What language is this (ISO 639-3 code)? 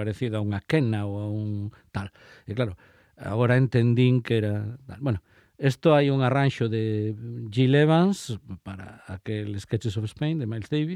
glg